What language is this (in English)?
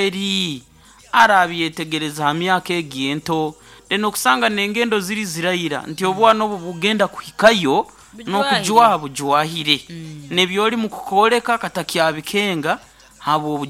Nyoro